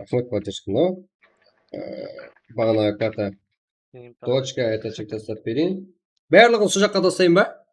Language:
Kara-Kalpak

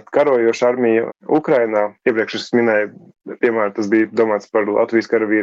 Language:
Latvian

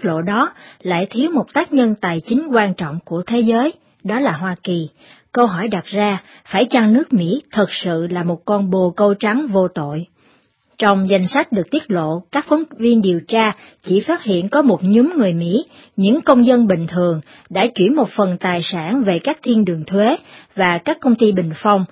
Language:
Vietnamese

